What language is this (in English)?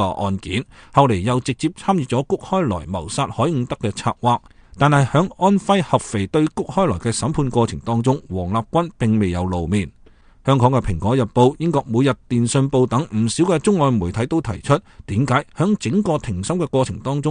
Cantonese